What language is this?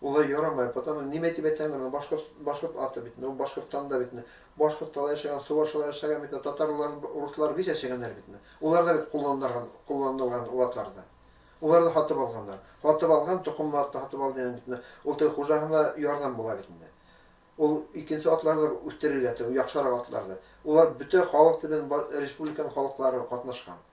Bashkir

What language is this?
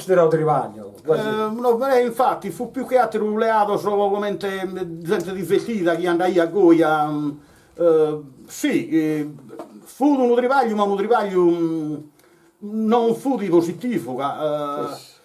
Sardinian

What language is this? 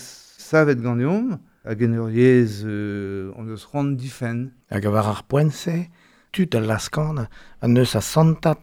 Breton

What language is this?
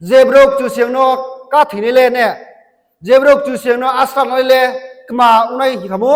Riang (India)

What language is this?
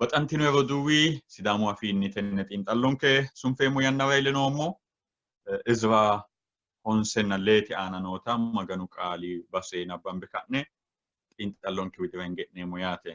Sidamo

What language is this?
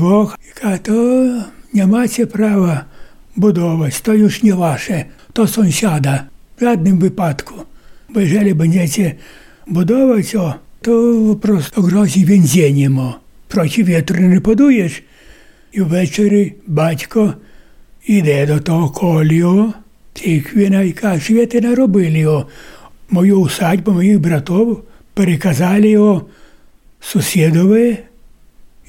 Ukrainian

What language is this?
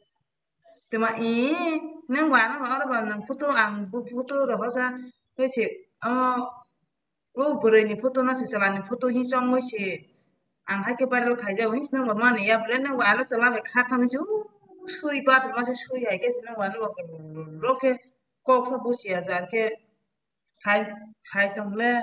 Kok Borok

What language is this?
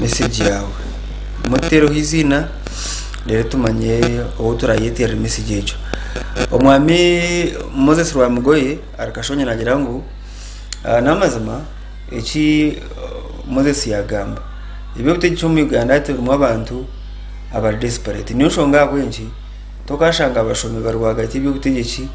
Nyankole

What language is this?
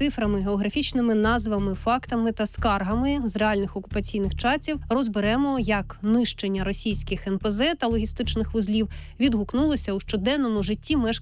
Ukrainian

